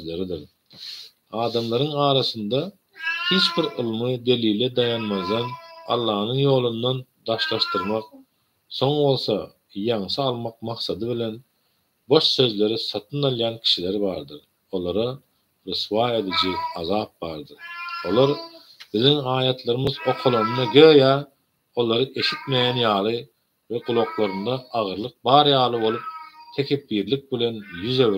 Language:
Turkmen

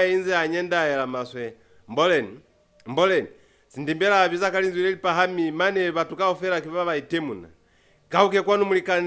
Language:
Lozi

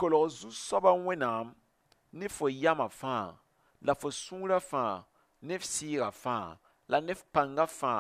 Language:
Mossi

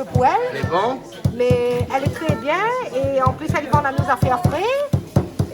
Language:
Réunion Creole French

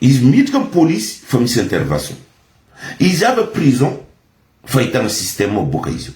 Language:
Malagasy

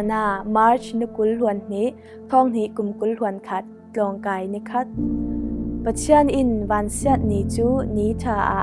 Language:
Falam Chin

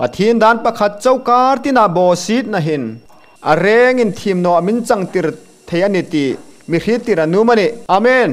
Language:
Hmar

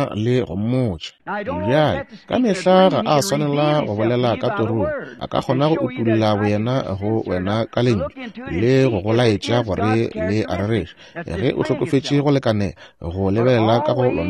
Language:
Northern Sotho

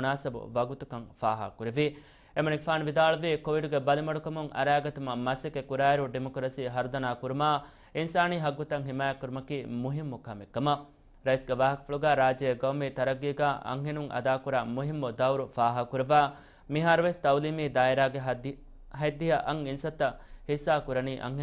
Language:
Divehi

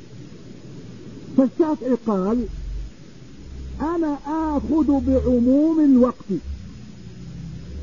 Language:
Arabic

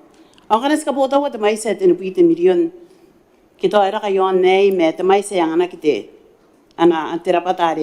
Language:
Gilbertese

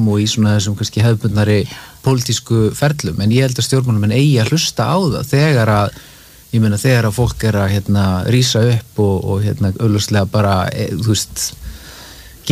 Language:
Icelandic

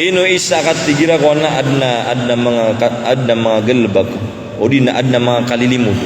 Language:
Maranao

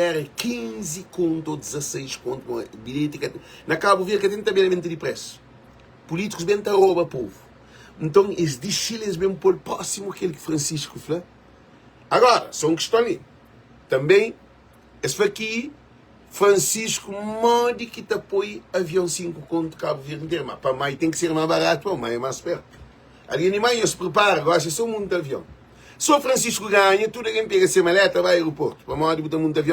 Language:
Kabuverdianu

